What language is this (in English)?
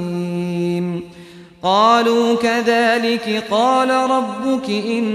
Arabic